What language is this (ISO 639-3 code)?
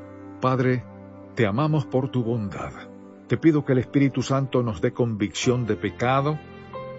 spa